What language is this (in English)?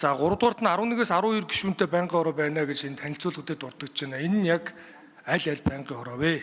Mongolian